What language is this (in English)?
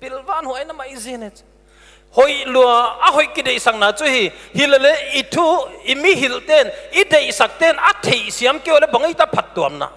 Paite Chin